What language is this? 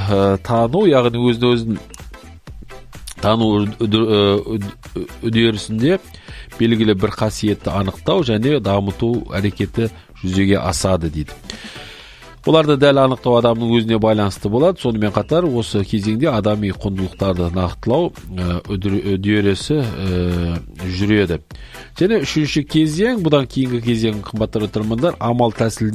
Kazakh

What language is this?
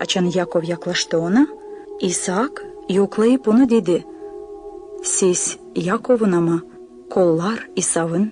Gagauz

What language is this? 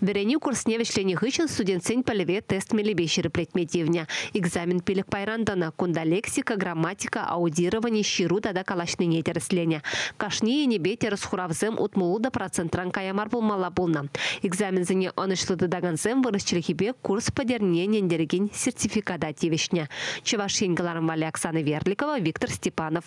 Chuvash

